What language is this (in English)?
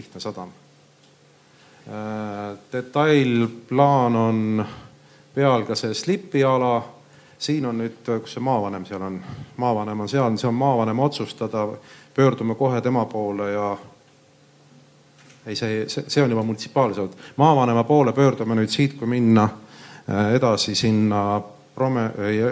Estonian